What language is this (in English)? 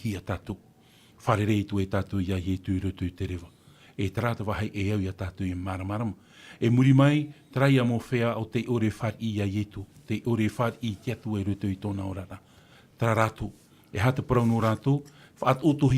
Tahitian